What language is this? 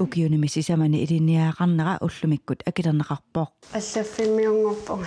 Kalaallisut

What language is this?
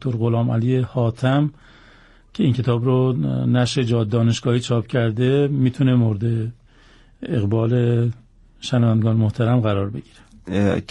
Persian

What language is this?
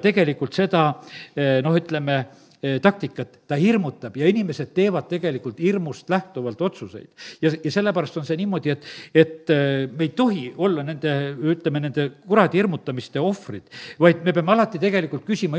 Estonian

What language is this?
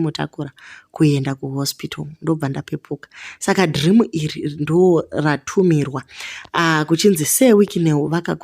Shona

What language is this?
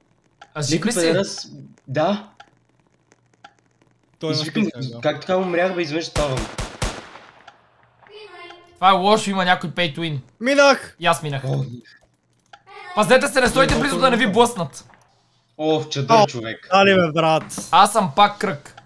Bulgarian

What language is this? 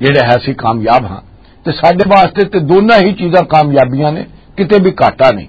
Western Panjabi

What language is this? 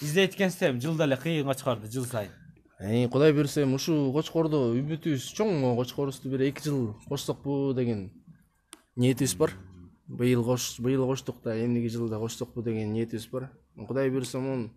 Kyrgyz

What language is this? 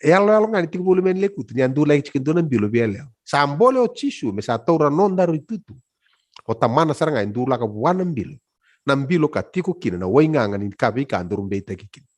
Fijian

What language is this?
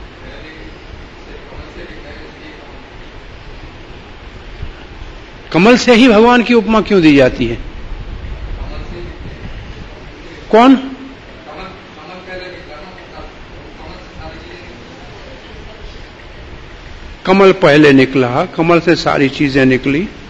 Hindi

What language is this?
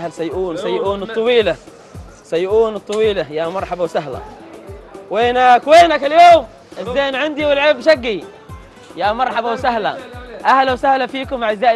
Arabic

